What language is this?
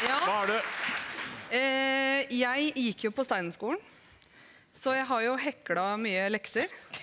Norwegian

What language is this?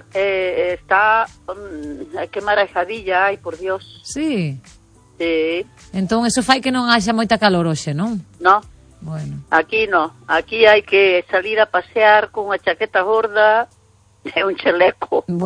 Galician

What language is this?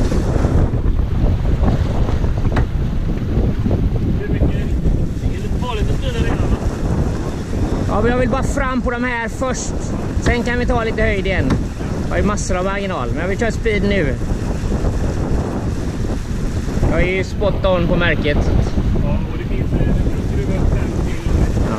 Swedish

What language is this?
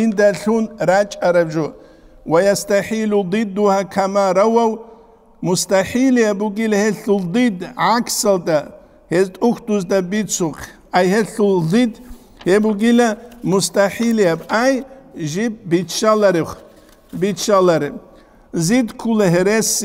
Avaric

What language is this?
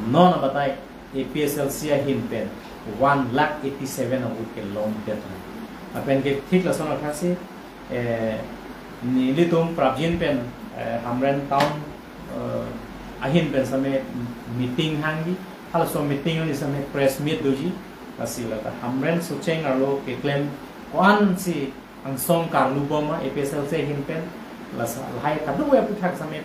Karbi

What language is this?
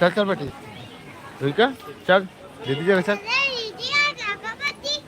Chhattisgarhi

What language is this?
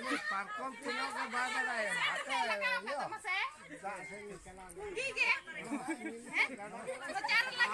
Santali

